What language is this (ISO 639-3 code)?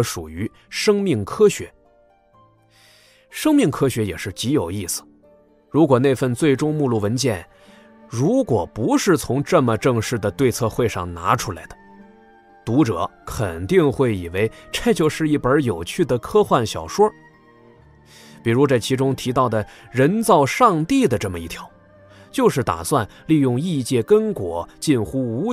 zho